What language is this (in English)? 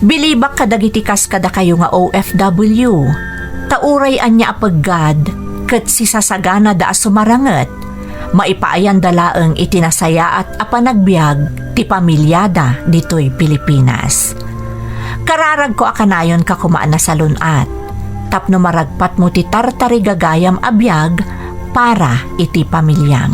Iloko